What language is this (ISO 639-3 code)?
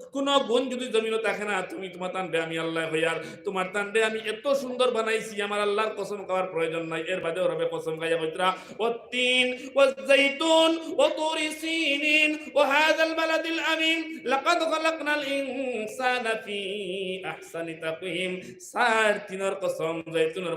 syl